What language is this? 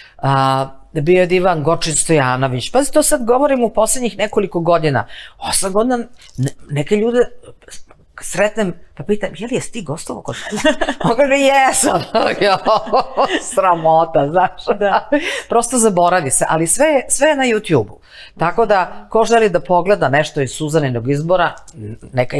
Serbian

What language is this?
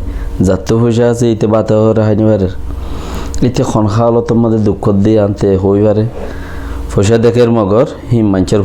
Rohingya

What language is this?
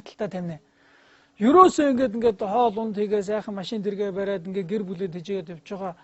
Mongolian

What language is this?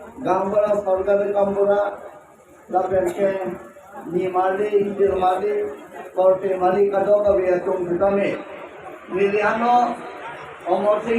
Karbi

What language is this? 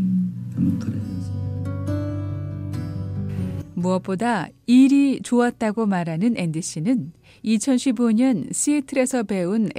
Korean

